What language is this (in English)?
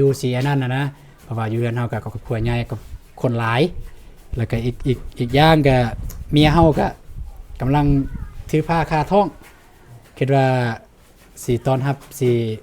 Lao